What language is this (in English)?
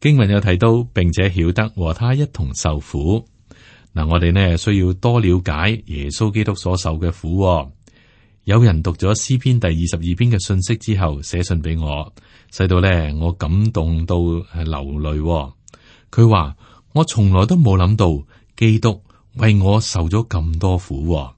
Cantonese